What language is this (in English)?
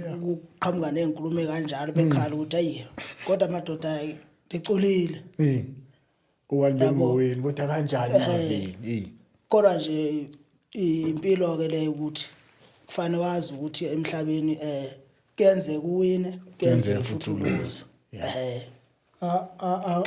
Zulu